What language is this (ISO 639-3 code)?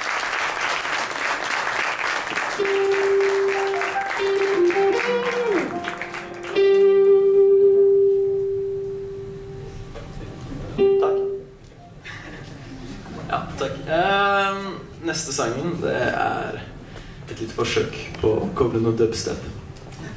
nor